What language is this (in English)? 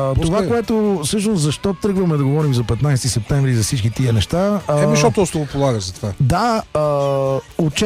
Bulgarian